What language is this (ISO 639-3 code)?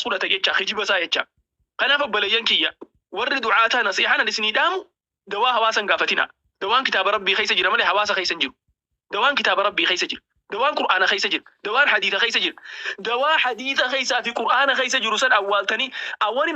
orm